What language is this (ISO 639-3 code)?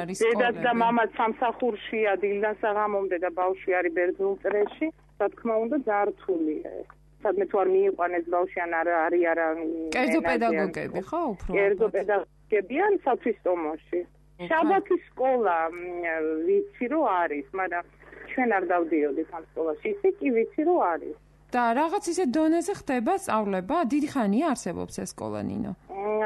kat